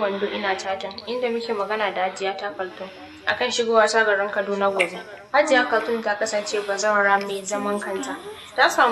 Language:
Hausa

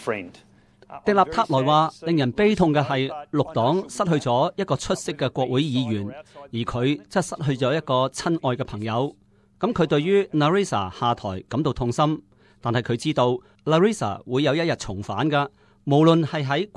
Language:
Cantonese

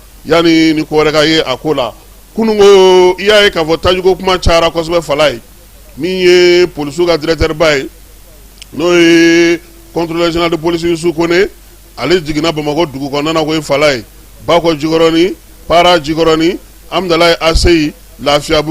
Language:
Bambara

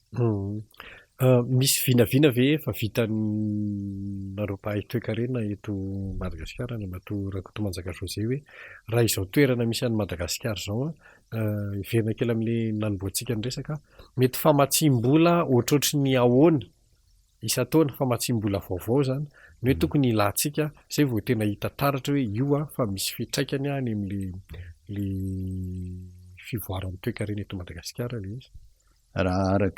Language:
Malagasy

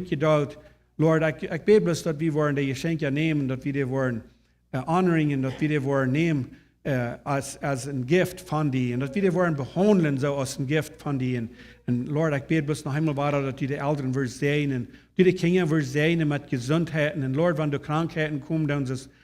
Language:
Plautdietsch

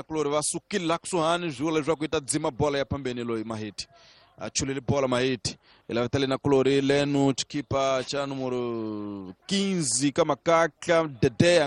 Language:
Tsonga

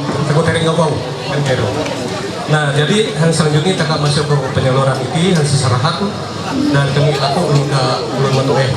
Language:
Ma'anyan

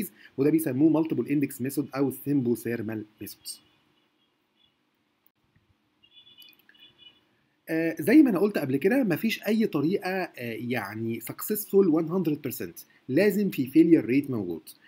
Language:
Egyptian Arabic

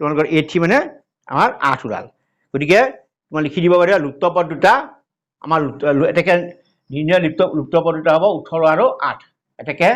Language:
Assamese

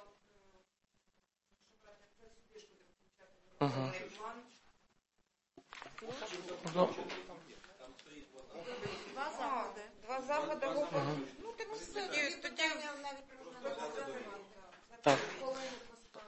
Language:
Ukrainian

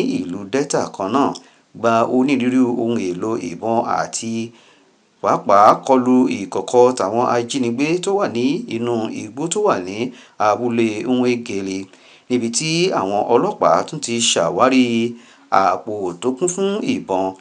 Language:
Yoruba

